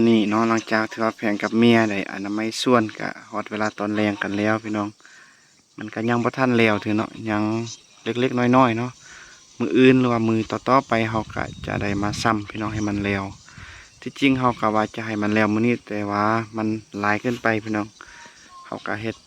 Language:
Lao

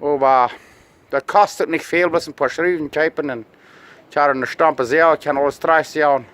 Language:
Plautdietsch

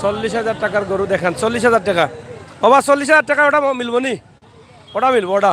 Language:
Sylheti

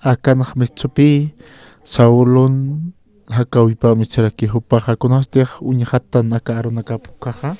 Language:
Aymara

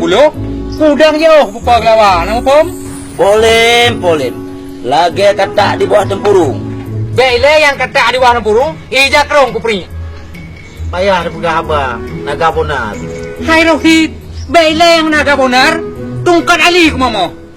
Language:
Achinese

